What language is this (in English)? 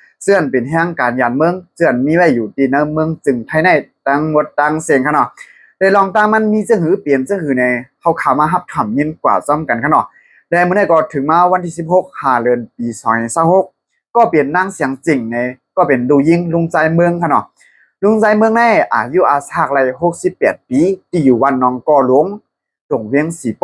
Shan